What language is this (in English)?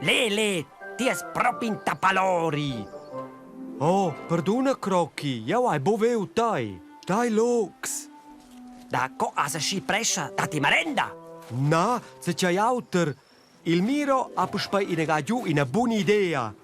Romansh